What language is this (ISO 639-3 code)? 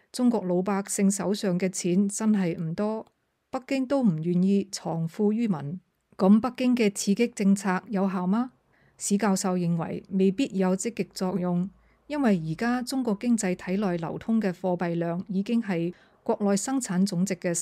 yue